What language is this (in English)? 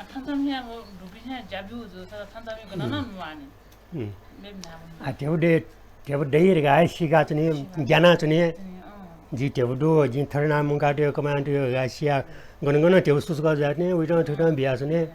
Newari